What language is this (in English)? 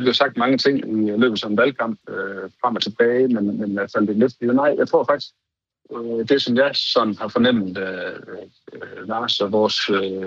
Danish